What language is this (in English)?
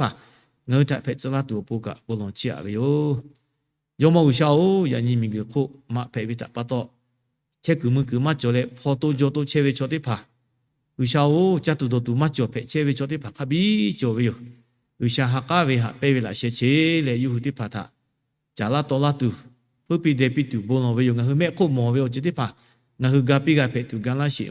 Lahu